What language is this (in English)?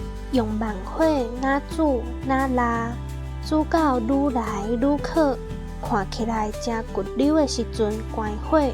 Min Nan Chinese